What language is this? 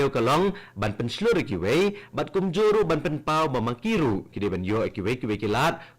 Khasi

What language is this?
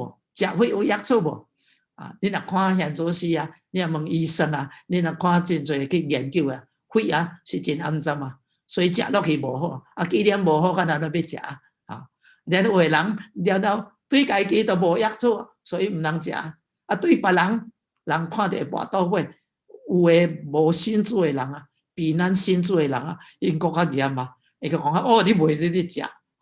Min Nan Chinese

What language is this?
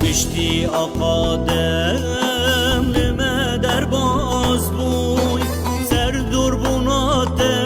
Kurdish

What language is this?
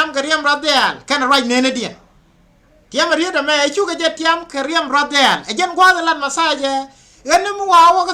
Nuer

